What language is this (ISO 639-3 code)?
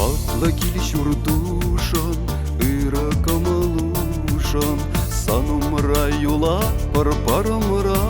chv